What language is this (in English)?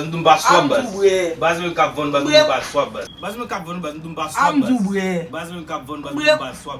Haitian Creole